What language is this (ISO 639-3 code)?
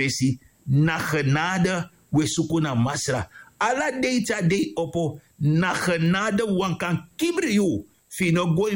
srn